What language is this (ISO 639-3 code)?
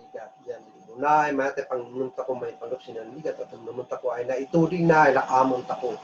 kne